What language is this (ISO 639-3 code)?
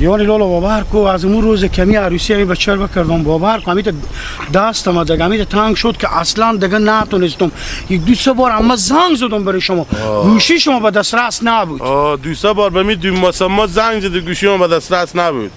haz